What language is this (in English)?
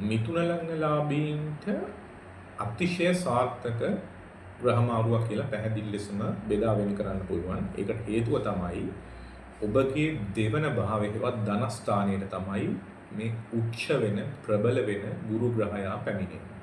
Sinhala